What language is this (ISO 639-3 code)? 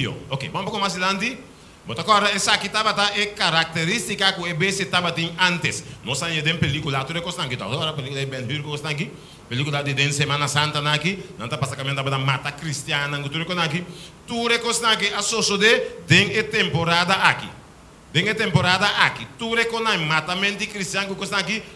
pap